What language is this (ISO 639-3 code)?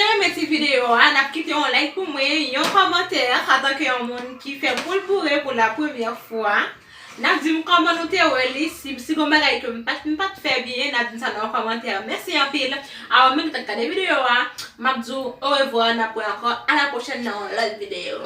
hat